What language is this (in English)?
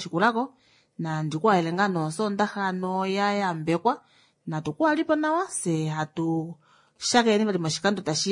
Kuanyama